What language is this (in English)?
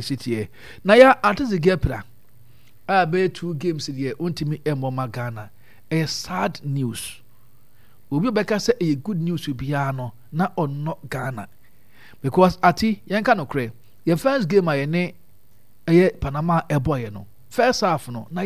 Akan